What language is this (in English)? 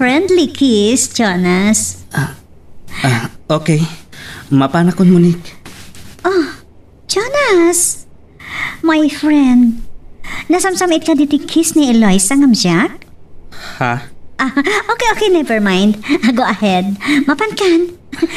Iloko